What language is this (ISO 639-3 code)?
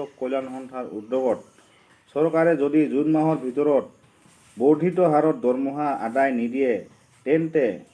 asm